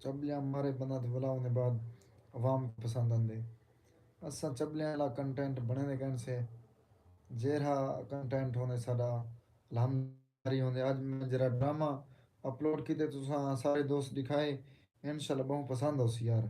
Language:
Saraiki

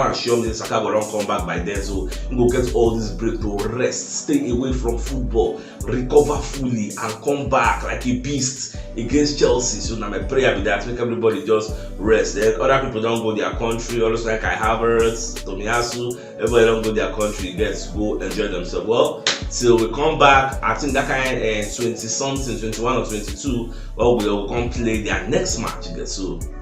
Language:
Nigerian Pidgin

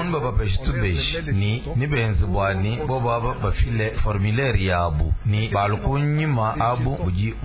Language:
Luba-Lulua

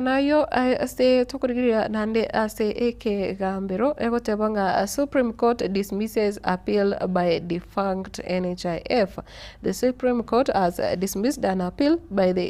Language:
Gusii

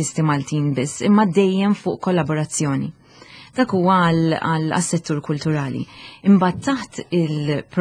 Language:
Maltese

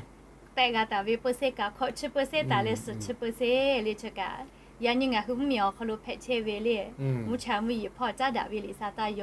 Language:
Lahu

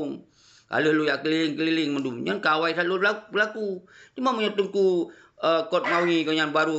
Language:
Achinese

